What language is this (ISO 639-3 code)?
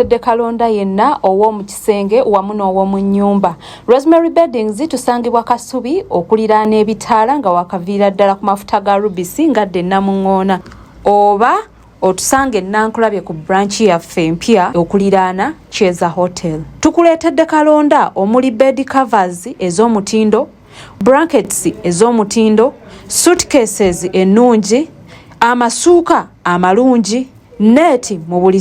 lug